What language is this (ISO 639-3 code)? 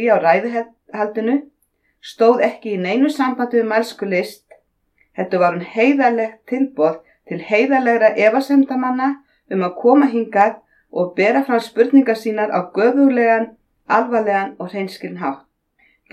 isl